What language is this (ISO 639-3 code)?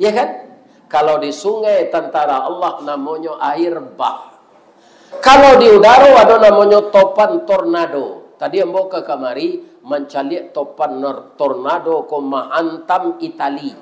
min